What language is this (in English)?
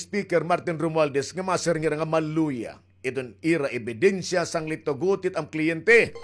Waray